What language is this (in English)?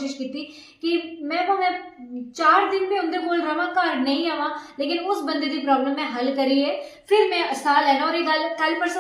Dogri